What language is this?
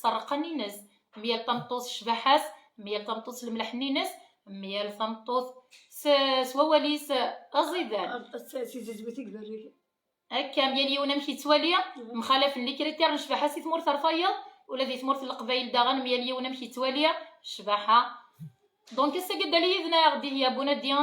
Kabyle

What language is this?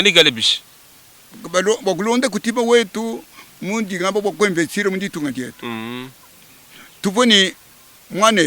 Luba-Lulua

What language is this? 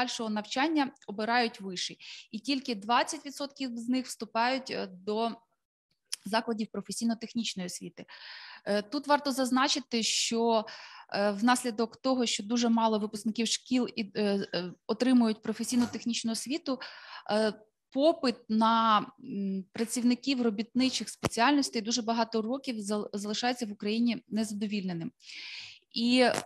Ukrainian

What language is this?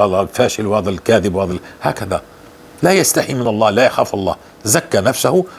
North Levantine Arabic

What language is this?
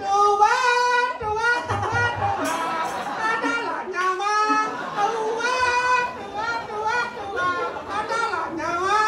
Balinese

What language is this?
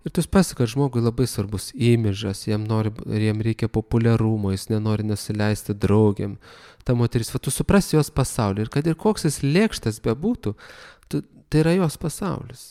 Lithuanian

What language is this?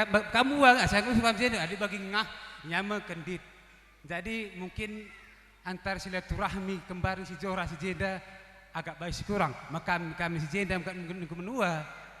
Batak Karo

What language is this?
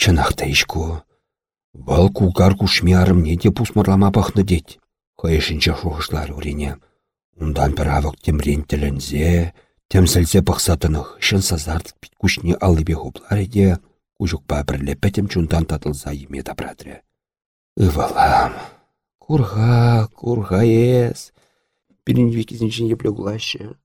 Chuvash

